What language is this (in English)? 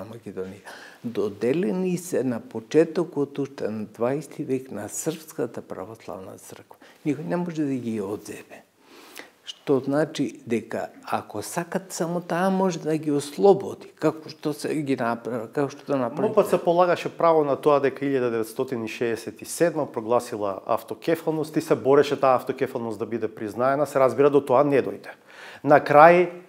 Macedonian